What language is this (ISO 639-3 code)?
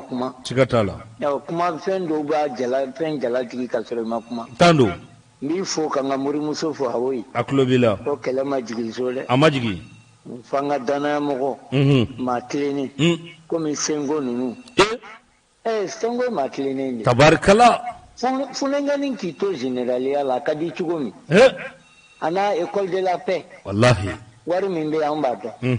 bam